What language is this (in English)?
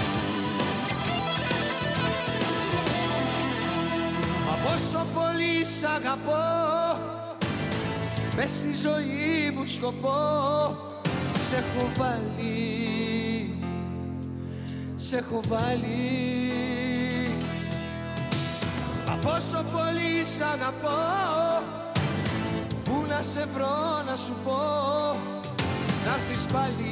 Greek